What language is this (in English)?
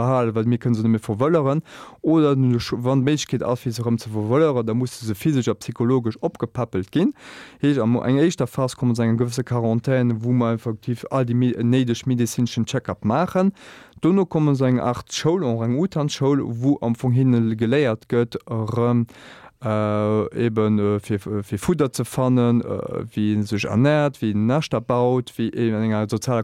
Luxembourgish